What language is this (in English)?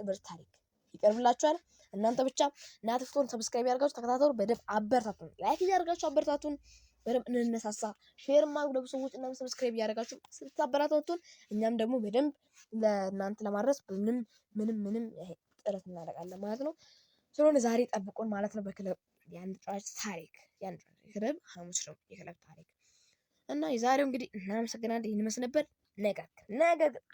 Amharic